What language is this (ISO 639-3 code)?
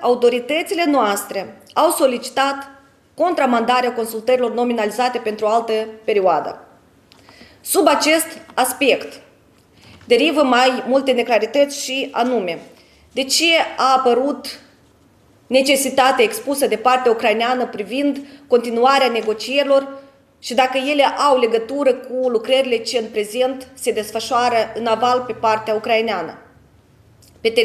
ron